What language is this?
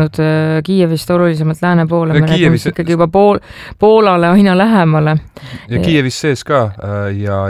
Estonian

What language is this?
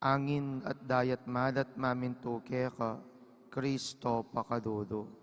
Pampanga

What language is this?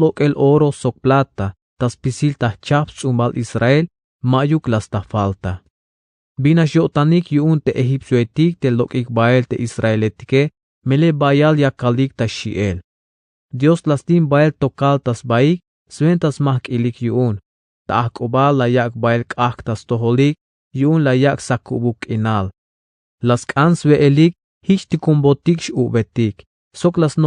Tzeltal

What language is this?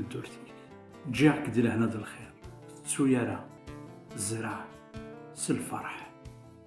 Kabyle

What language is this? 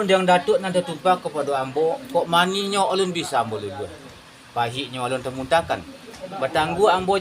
Minangkabau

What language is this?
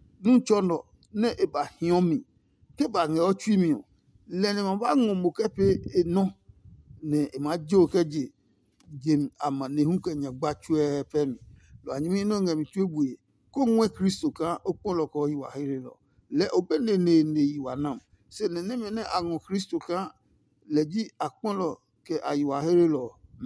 Adangme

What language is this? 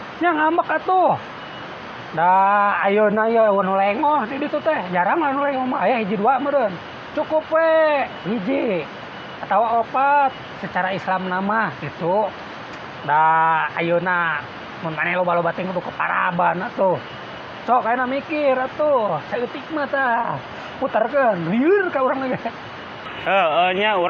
Sundanese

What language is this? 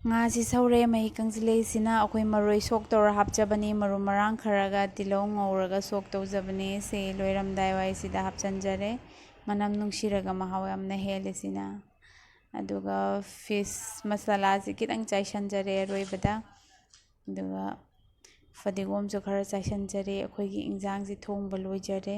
Manipuri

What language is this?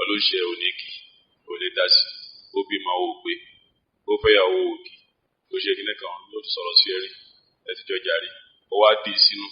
Yoruba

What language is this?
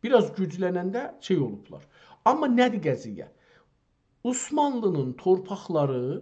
South Azerbaijani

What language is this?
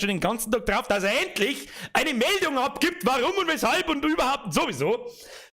Bavarian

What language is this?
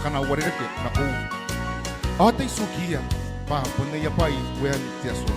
Gilbertese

